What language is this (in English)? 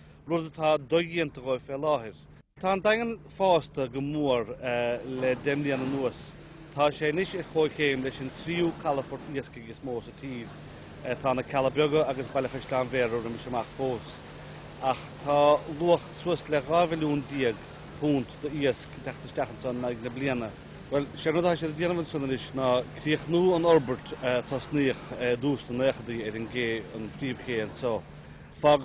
Irish